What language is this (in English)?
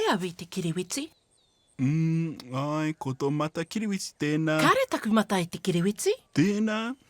Māori